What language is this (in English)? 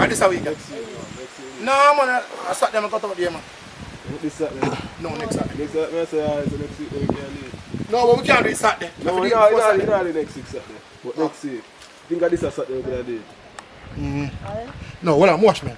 Jamaican Creole English